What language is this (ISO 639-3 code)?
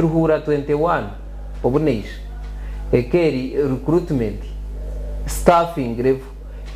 nyn